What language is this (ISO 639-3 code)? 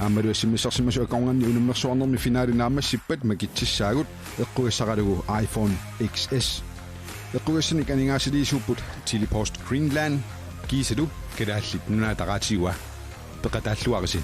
kal